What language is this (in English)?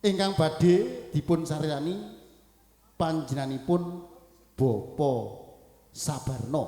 Javanese